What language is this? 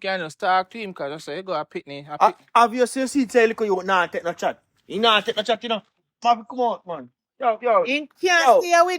Jamaican Creole English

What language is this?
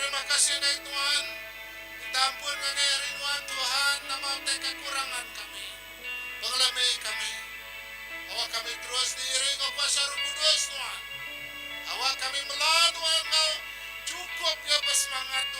Iban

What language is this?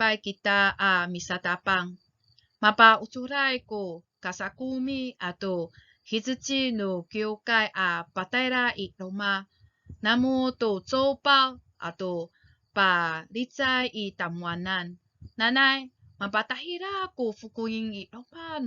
Amis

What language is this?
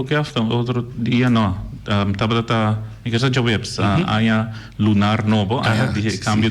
Papiamento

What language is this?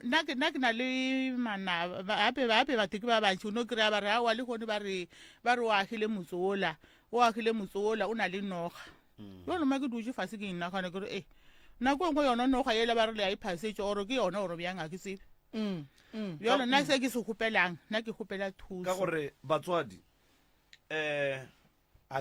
Northern Sotho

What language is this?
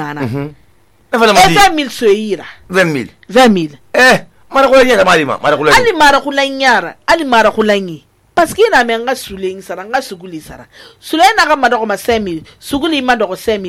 Susu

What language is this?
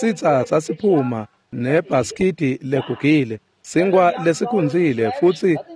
Swati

